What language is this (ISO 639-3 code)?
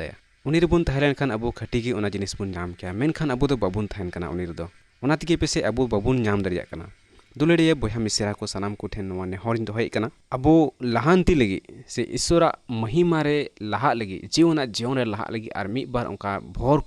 sat